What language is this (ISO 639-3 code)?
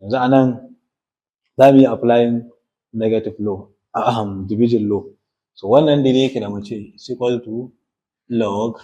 hau